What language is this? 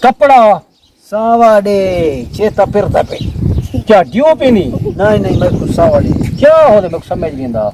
Saraiki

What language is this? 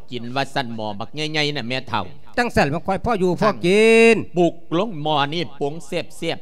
Lao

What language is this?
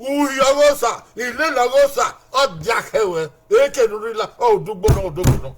Bini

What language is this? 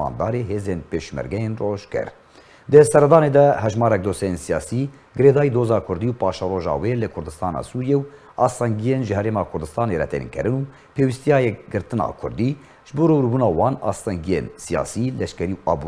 Kurdish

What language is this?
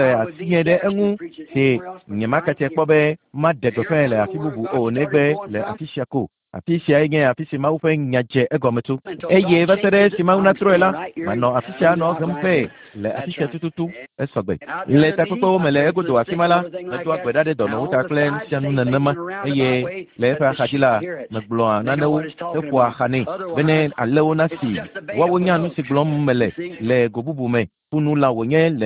Ewe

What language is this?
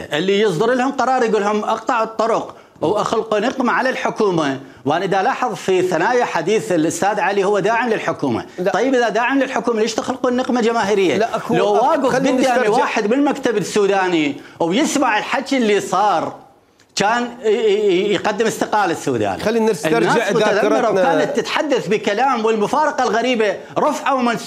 Mesopotamian Arabic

